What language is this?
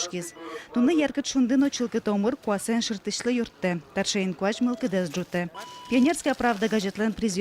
Udmurt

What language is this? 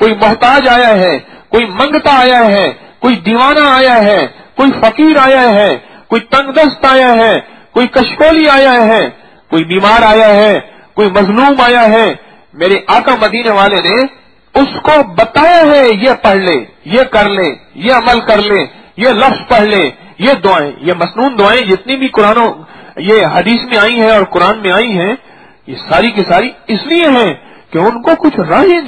Urdu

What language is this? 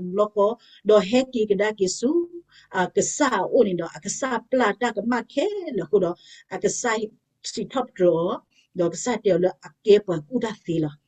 S'gaw Karen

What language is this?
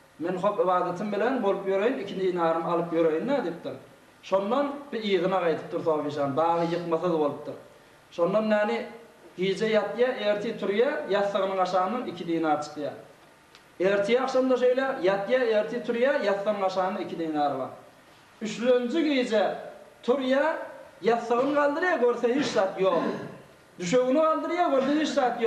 Turkmen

